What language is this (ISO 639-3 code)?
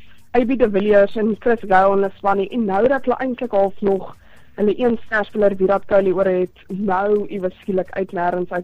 afr